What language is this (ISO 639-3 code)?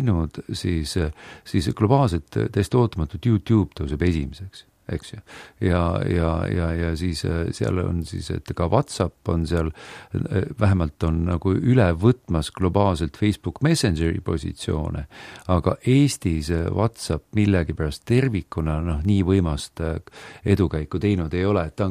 est